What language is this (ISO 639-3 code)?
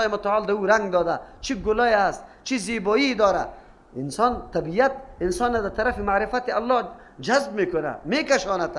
fas